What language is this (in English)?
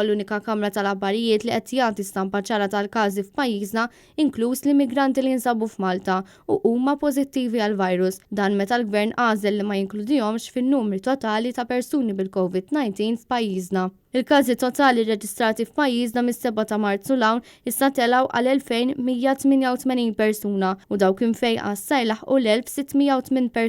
Maltese